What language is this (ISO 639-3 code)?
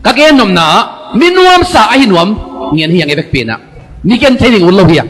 ctd